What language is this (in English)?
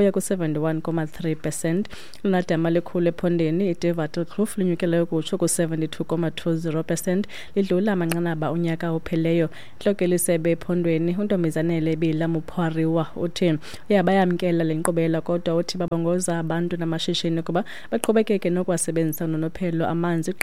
Xhosa